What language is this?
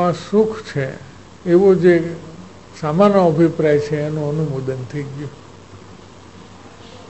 Gujarati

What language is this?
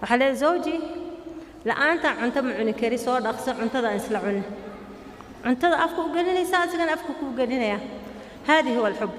Somali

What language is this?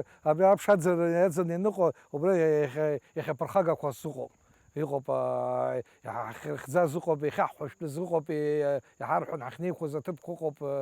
Abkhazian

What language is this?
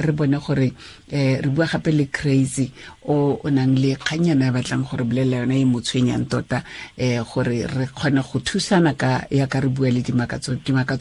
Tswana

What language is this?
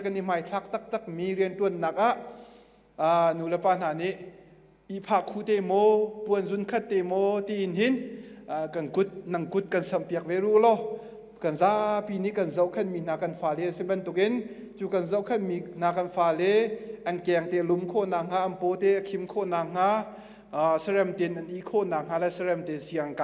Hakha Chin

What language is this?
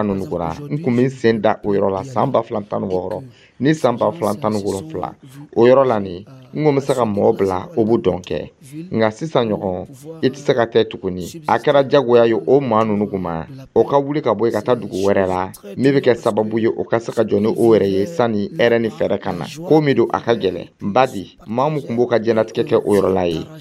Dyula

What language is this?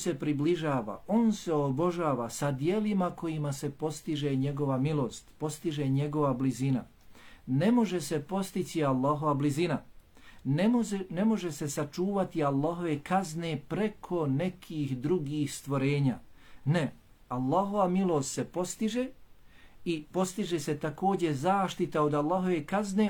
Bosnian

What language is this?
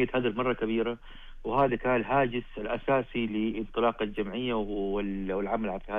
Najdi Arabic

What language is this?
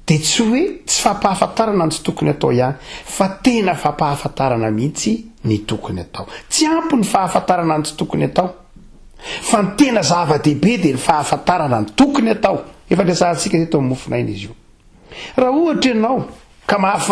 Malagasy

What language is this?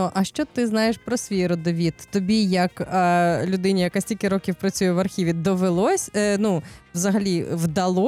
Ukrainian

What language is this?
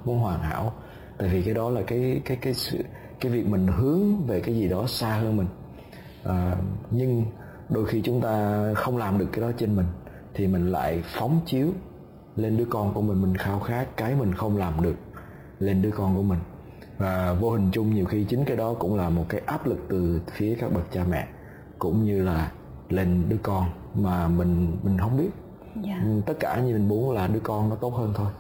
Vietnamese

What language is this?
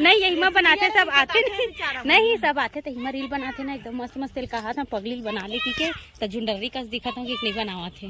Chhattisgarhi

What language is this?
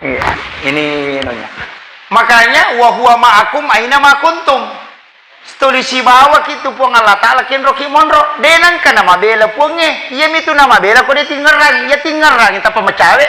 Buginese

